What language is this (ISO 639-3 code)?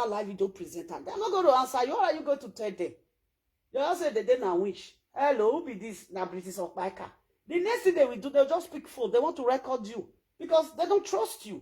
pcm